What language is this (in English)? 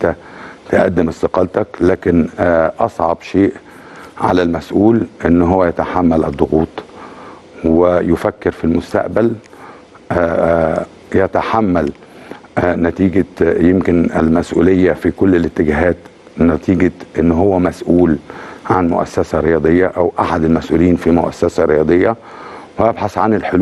Egyptian Arabic